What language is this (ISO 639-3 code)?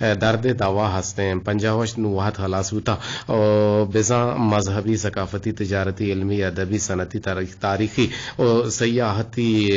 bgp